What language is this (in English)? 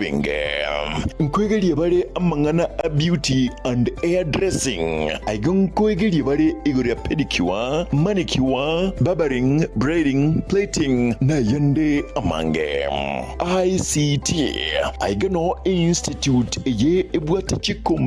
Gusii